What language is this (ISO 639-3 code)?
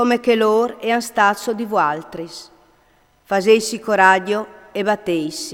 fur